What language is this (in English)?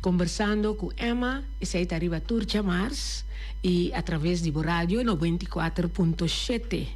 Papiamento